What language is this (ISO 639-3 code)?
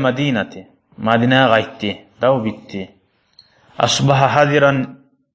kum